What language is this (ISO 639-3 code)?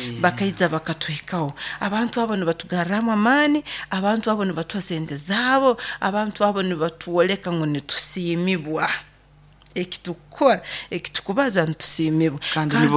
nyo